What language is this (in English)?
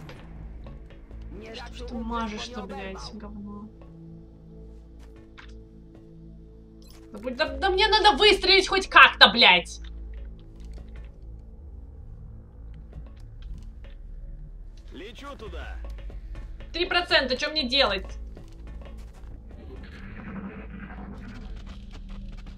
Russian